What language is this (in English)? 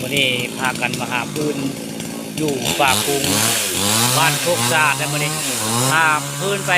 Northeastern Thai